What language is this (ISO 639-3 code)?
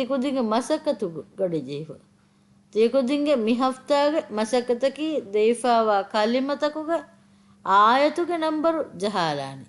div